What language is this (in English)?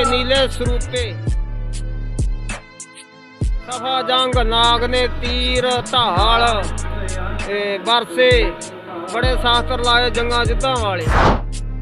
Punjabi